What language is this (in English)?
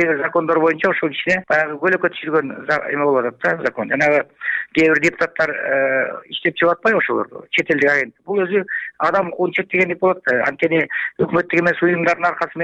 Kyrgyz